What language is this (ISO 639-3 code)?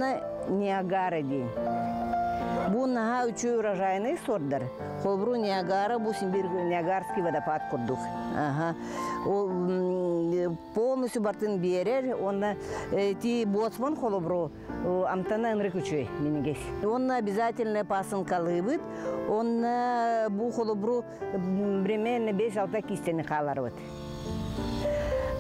sah